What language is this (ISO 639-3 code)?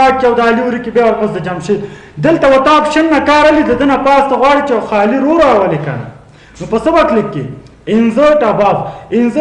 pus